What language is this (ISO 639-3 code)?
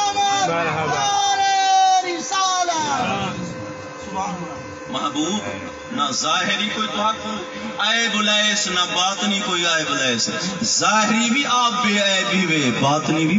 skr